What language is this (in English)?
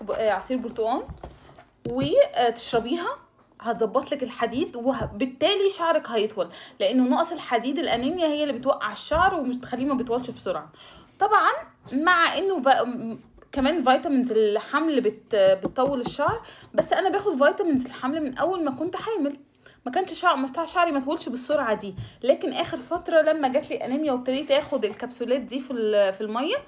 Egyptian Arabic